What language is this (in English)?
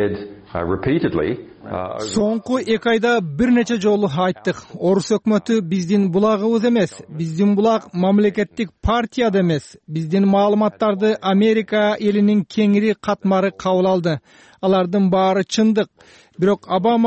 Kyrgyz